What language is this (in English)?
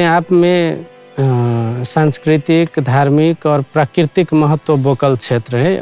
Maithili